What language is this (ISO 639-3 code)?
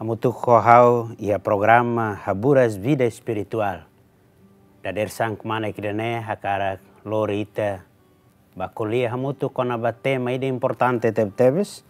tet